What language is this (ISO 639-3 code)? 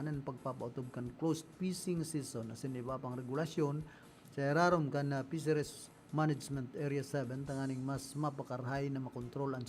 bik